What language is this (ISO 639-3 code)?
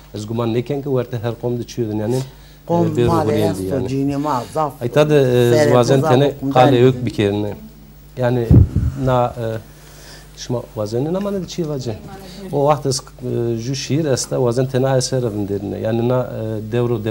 zza